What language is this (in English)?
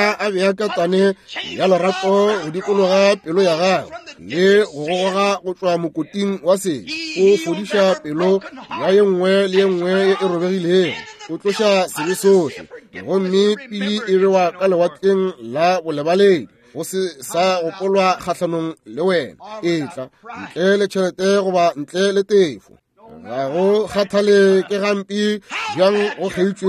Northern Sotho